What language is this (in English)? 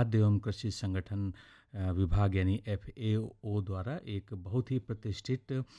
Hindi